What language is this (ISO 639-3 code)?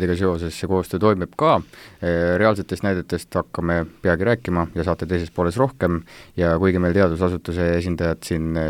est